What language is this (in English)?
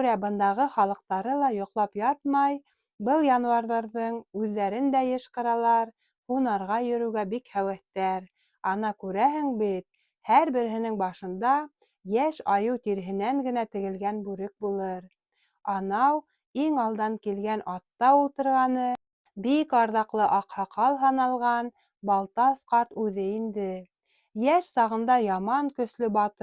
Bashkir